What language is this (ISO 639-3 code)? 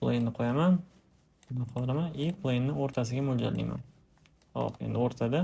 uzb